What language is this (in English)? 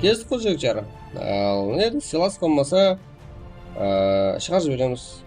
Kara-Kalpak